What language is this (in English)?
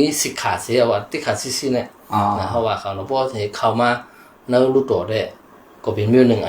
Shan